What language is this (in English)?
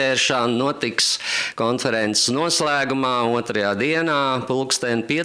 Latvian